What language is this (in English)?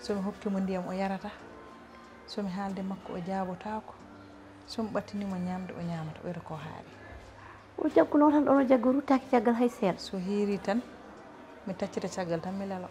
Fula